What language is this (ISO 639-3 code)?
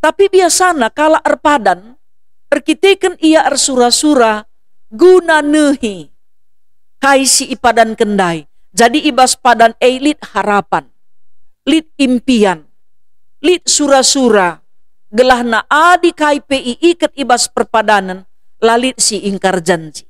btx